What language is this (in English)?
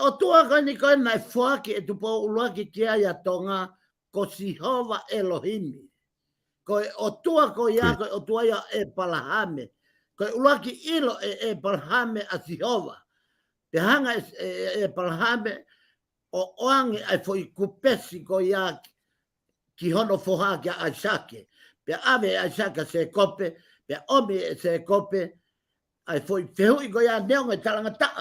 Tongan